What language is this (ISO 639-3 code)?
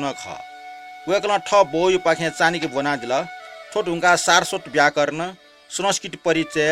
new